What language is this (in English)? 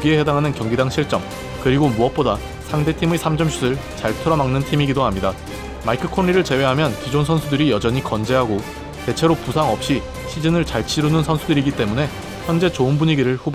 Korean